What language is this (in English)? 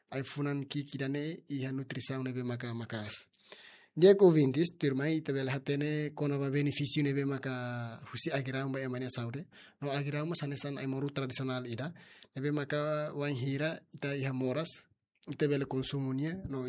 Tetum